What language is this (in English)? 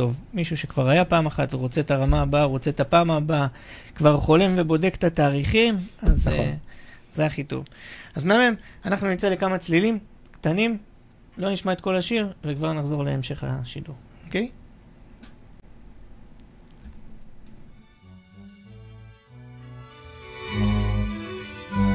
Hebrew